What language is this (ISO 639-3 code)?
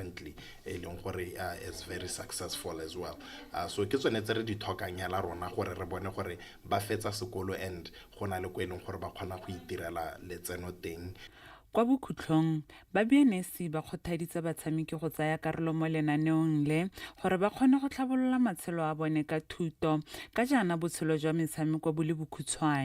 tsn